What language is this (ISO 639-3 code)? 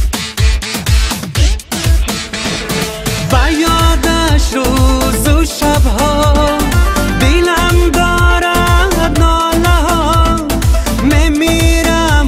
fas